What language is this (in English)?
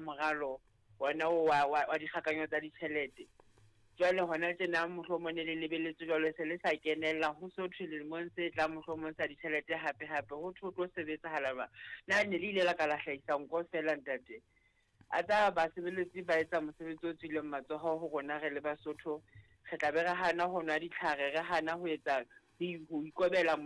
Southern Sotho